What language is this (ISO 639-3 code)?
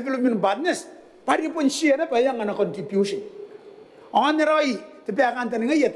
gil